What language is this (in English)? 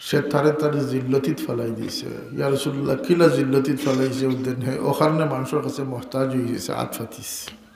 Sylheti